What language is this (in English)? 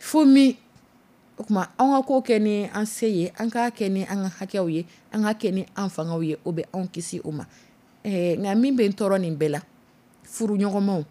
Dyula